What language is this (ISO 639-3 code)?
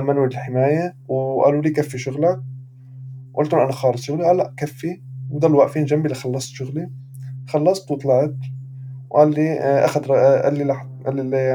apc